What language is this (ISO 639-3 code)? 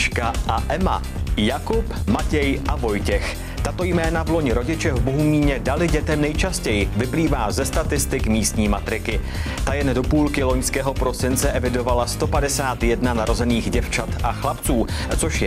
ces